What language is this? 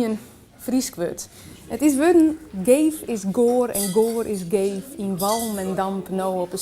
Western Frisian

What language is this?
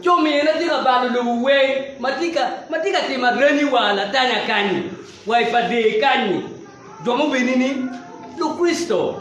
Acoli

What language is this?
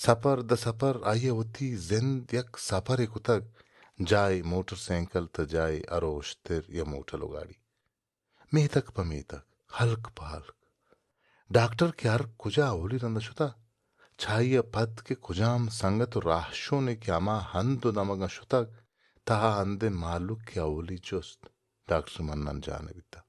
Baluchi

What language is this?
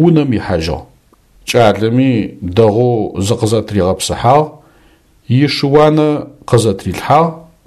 Adyghe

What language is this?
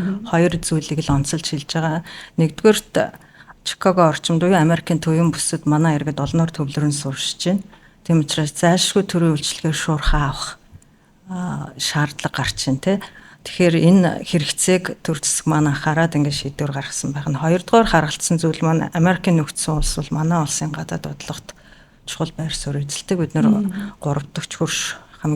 Mongolian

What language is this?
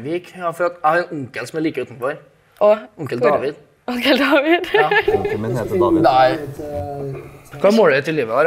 Norwegian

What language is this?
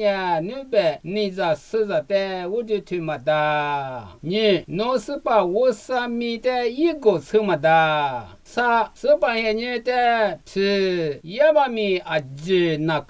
Lisu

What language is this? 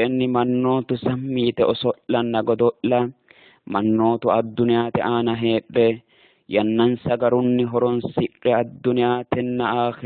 Sidamo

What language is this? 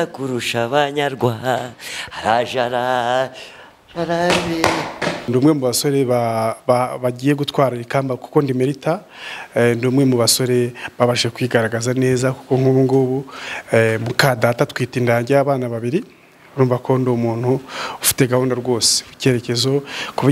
Kinyarwanda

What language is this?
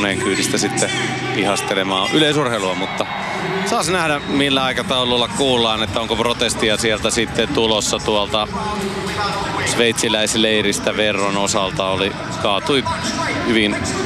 Finnish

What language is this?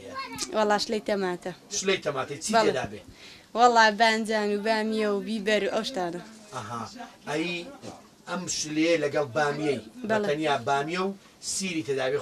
Central Kurdish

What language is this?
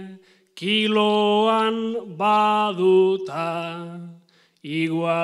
Basque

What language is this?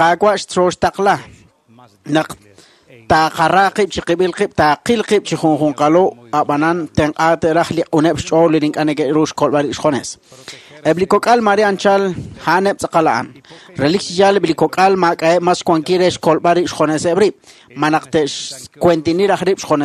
Kekchí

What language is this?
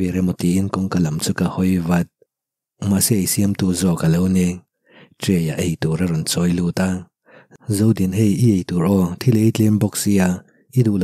Mizo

